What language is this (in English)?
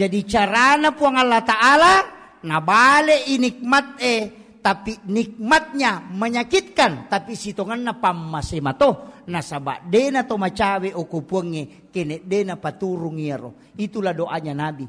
Buginese